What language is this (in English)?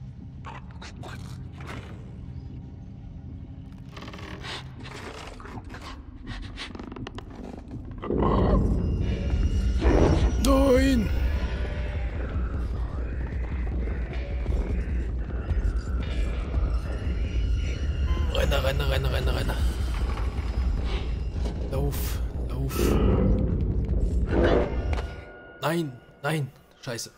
German